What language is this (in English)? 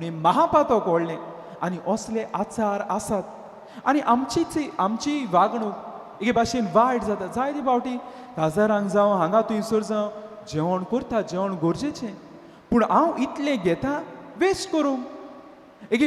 Konkani